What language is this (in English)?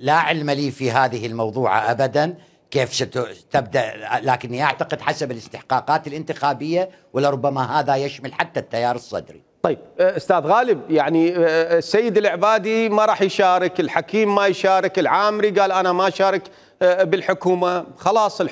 Mesopotamian Arabic